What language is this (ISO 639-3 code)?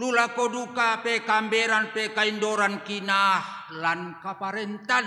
sda